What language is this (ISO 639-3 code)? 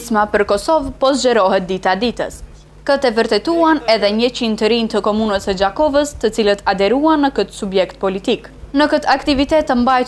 sqi